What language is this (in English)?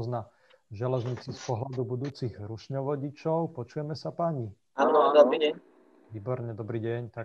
Slovak